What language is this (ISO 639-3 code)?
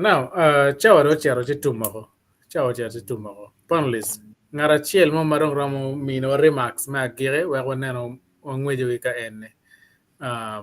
ach